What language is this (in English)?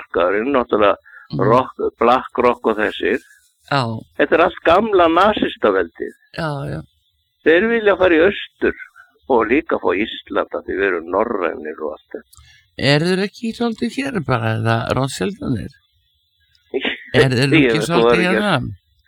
Icelandic